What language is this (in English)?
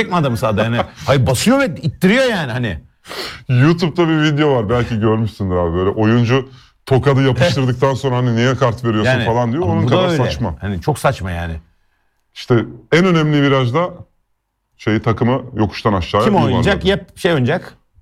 Turkish